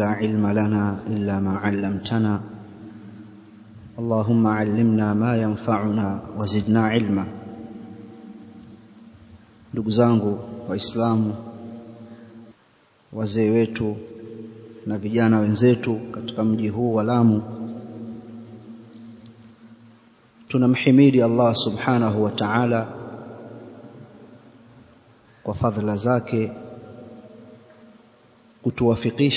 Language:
Swahili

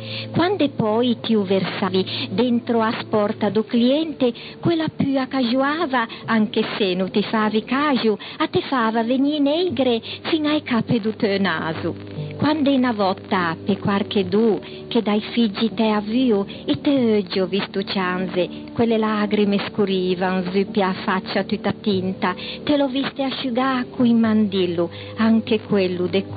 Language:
Ligurian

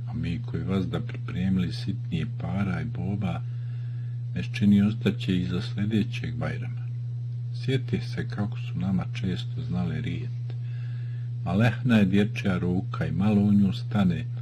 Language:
Bosnian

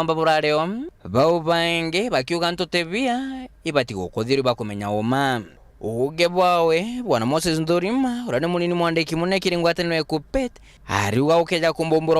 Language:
Meru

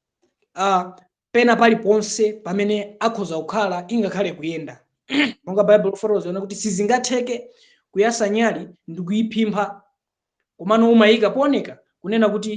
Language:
Nyanja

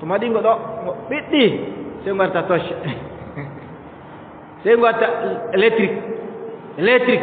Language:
Adamawa Fulfulde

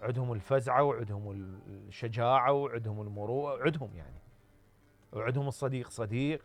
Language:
Mesopotamian Arabic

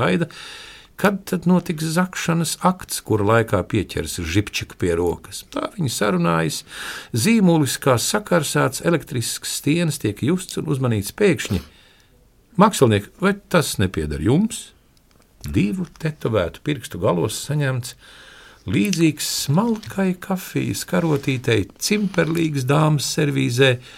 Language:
Latvian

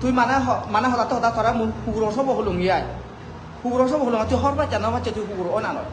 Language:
Chakma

